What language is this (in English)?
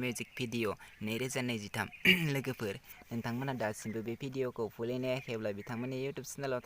Bodo